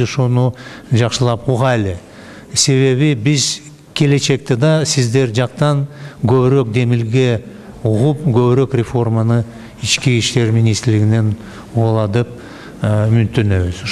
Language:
Kyrgyz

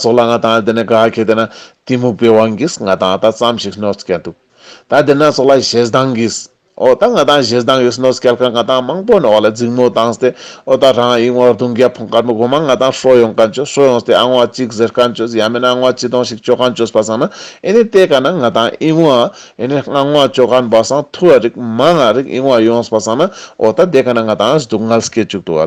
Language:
Ladakhi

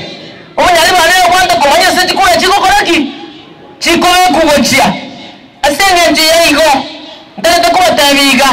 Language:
Gusii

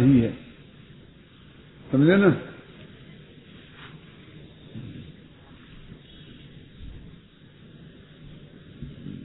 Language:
Hindi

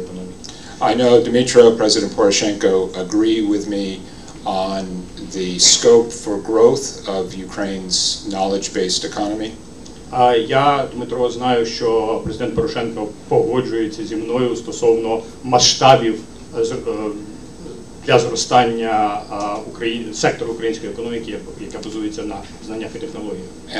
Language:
Ukrainian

